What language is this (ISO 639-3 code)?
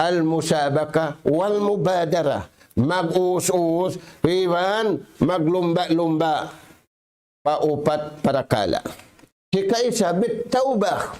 tsg